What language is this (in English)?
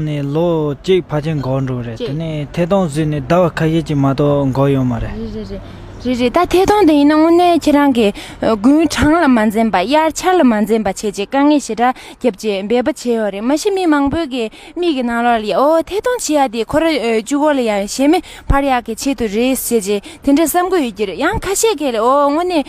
Tibetan